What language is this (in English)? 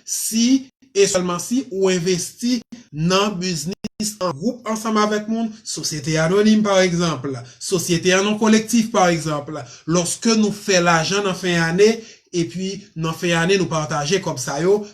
Haitian Creole